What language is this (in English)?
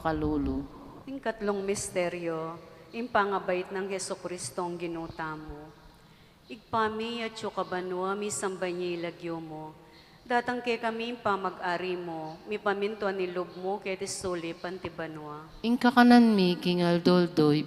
Pampanga